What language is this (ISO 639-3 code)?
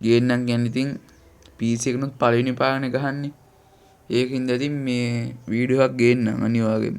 sin